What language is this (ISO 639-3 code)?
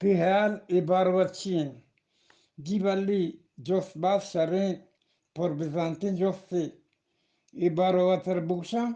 bgp